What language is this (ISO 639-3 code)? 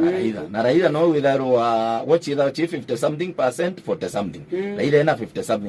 mer